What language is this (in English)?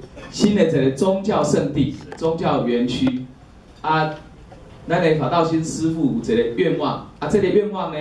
Min Nan Chinese